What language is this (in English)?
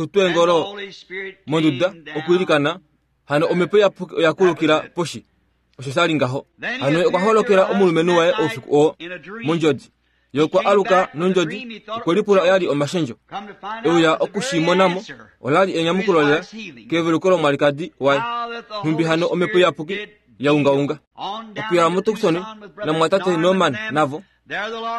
Kuanyama